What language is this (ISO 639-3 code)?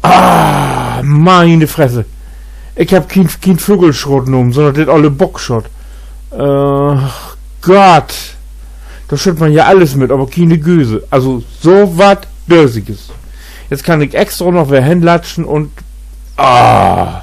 nds